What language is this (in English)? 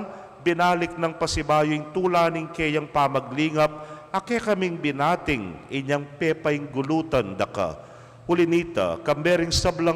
Pampanga